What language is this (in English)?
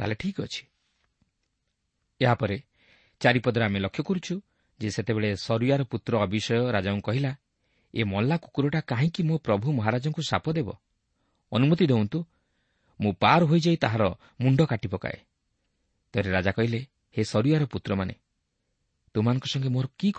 Odia